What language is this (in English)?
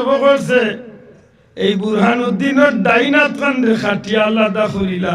Sylheti